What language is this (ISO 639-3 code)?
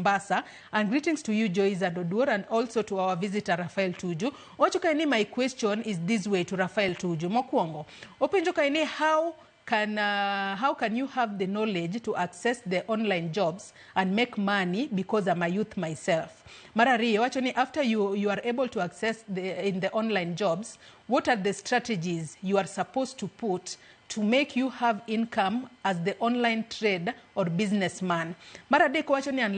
luo